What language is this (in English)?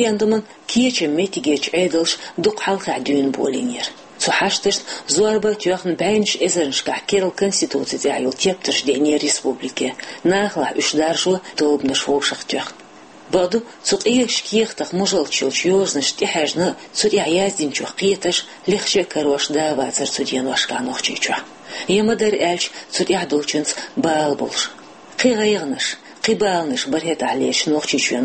Chechen